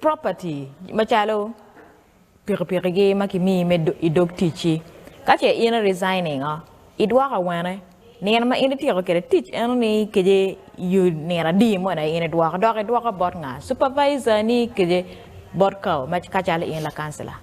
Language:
Acoli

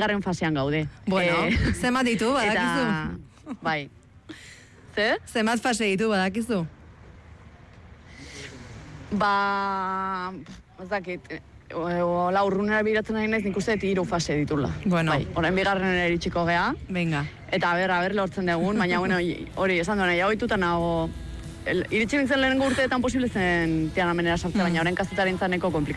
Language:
Basque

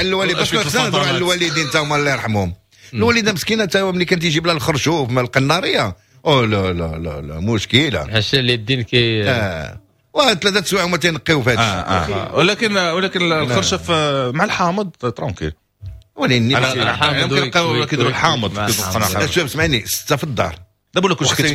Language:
Moroccan Arabic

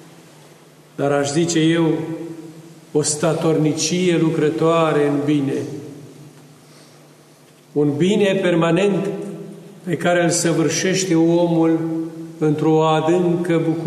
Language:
Romanian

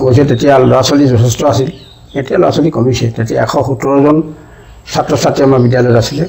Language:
Assamese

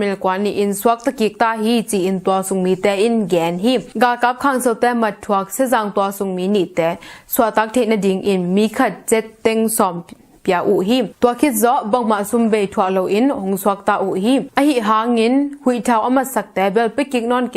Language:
Tedim Chin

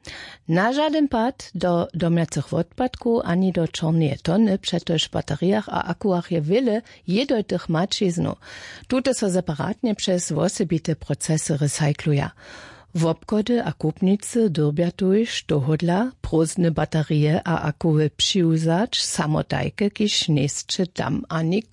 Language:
Upper Sorbian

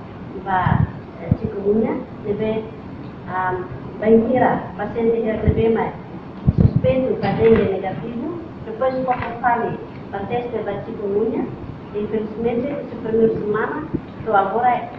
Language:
Tetum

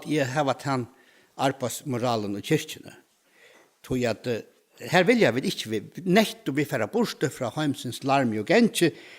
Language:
Faroese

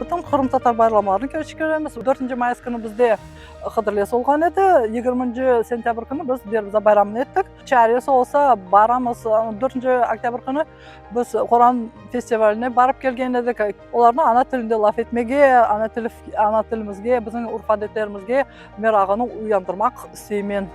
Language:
Crimean Tatar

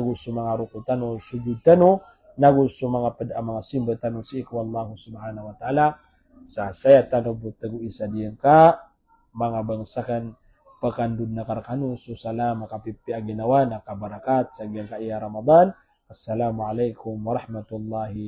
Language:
Maranao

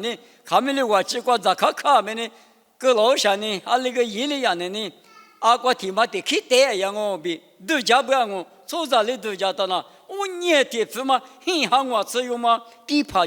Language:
Lisu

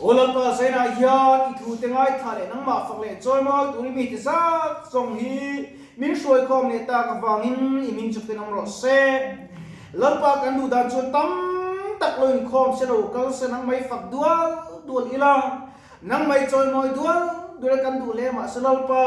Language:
Mizo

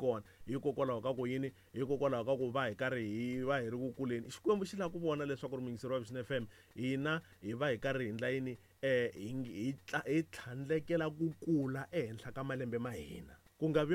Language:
Tsonga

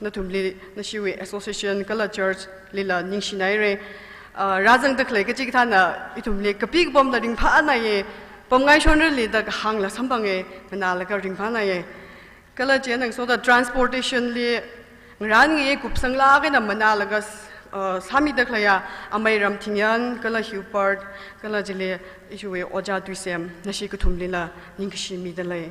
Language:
Tangkhul Naga (India)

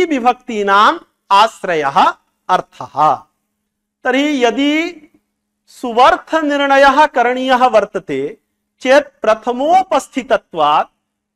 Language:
Sanskrit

